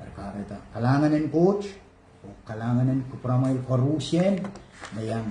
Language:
Pohnpeian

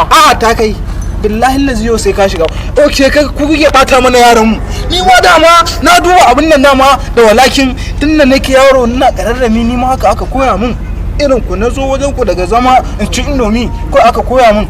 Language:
Hausa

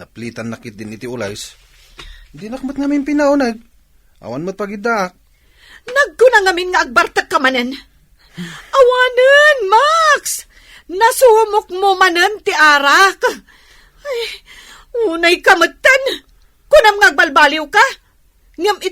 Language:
Iloko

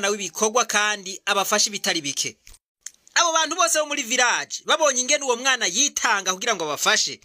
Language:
Rundi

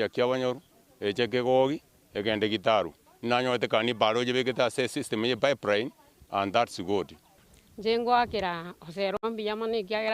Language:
Gusii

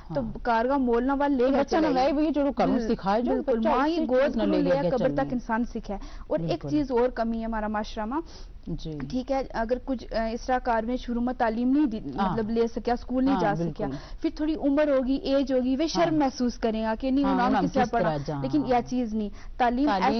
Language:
Gujari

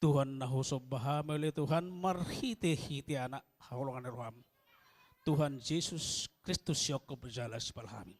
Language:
Batak Toba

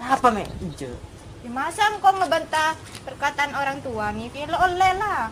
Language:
Madurese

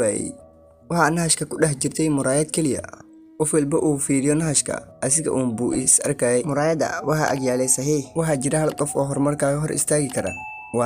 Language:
Somali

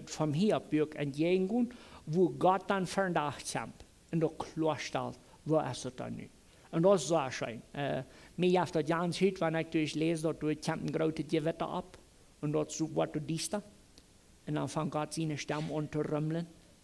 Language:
Plautdietsch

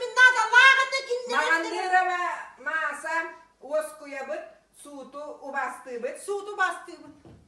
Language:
Yakut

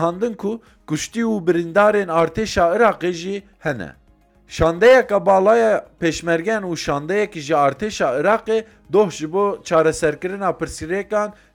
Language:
Kurdish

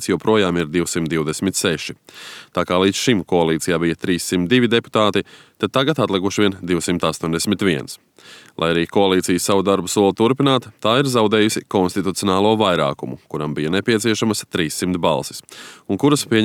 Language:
Latvian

